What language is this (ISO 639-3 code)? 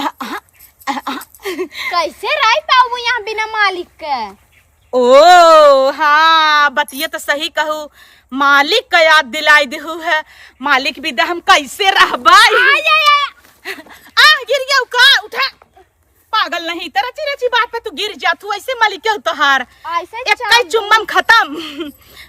awa